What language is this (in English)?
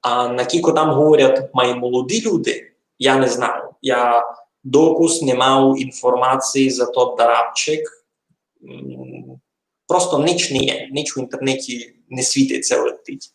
Rusyn